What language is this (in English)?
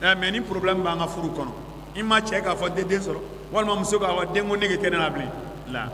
Bambara